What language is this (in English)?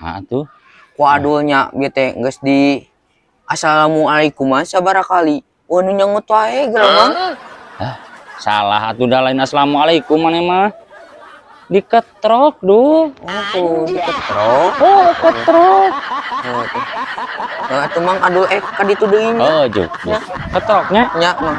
Sundanese